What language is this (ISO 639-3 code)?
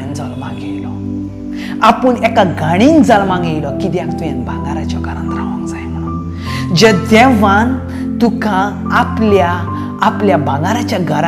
kok